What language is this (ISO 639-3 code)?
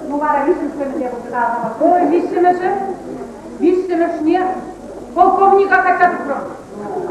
chv